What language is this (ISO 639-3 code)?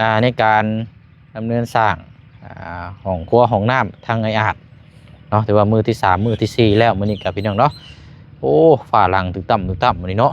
lao